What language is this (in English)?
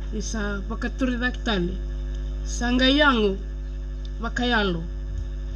Fijian